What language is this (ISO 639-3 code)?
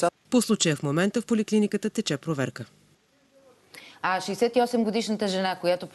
bul